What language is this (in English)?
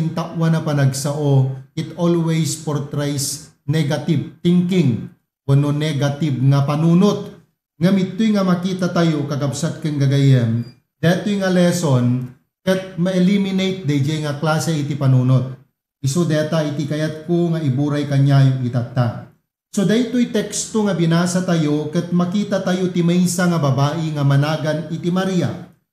Iloko